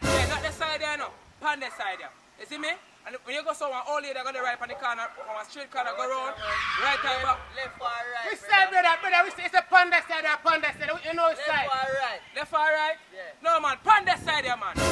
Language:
Jamaican Creole English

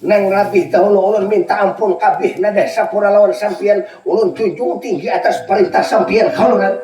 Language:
Banjar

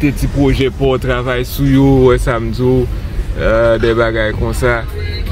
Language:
Haitian Creole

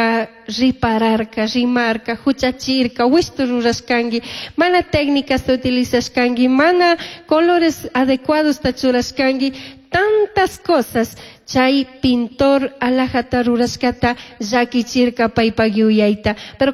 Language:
Chimborazo Highland Quichua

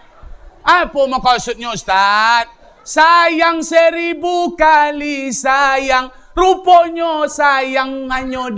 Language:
Minangkabau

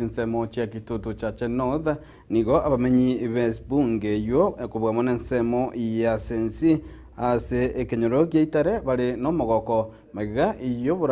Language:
Gusii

